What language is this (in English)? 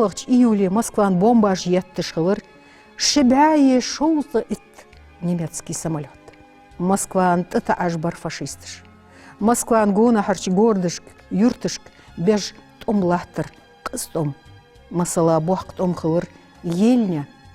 Ingush